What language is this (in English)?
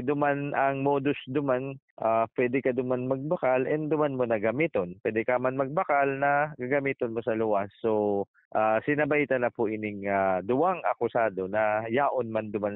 Bikol